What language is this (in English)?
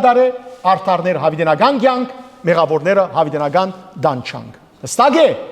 Western Armenian